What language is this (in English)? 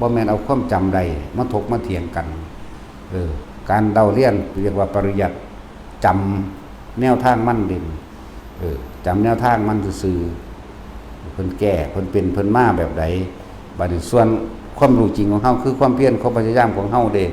Northeastern Thai